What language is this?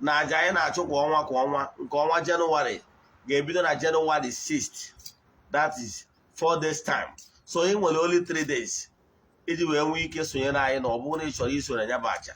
Igbo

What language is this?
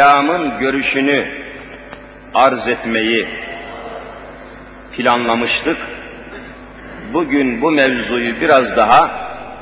Turkish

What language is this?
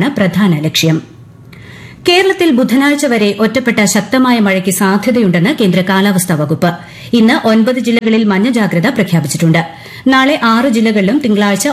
Malayalam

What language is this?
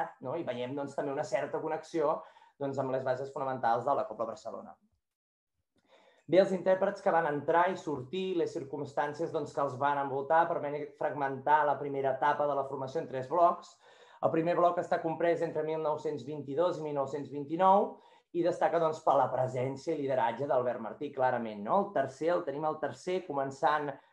Catalan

